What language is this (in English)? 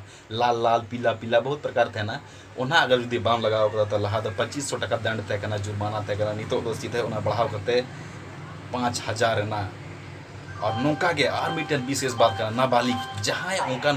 Santali